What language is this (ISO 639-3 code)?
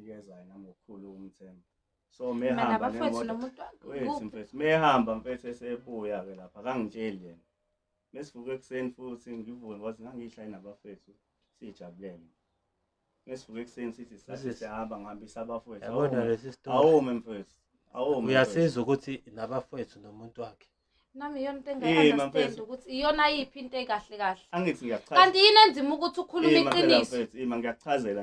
zul